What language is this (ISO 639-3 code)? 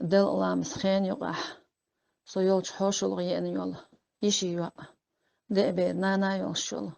che